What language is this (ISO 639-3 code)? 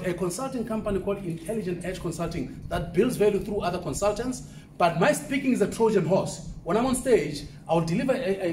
eng